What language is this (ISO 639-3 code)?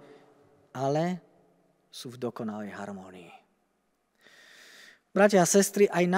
slk